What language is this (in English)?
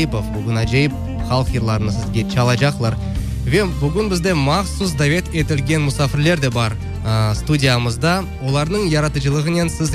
Crimean Tatar